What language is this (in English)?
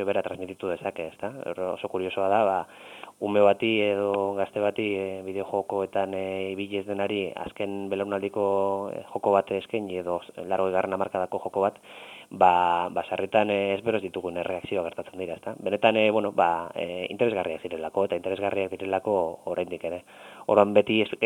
Basque